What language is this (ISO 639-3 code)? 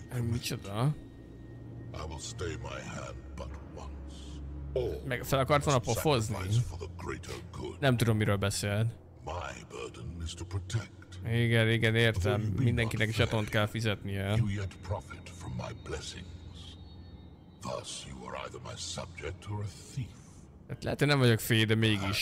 hun